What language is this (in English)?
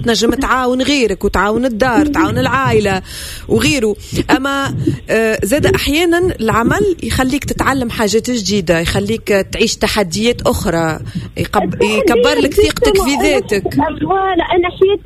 Tunisian Arabic